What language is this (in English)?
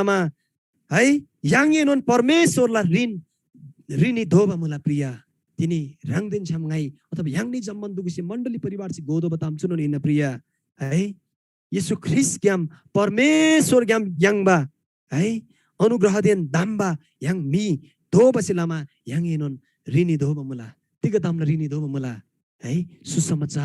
Eastern Tamang